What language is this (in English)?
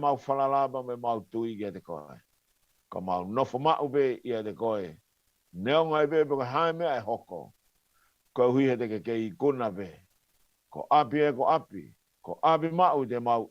Tongan